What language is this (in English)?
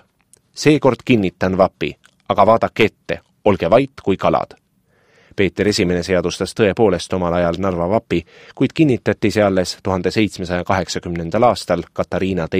Estonian